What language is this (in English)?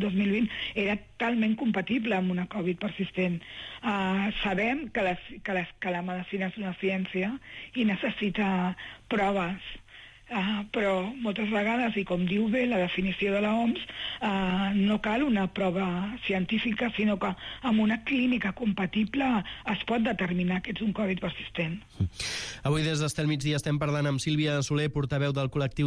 Catalan